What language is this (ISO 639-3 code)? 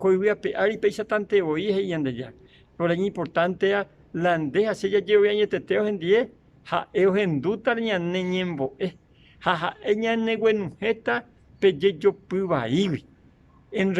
grn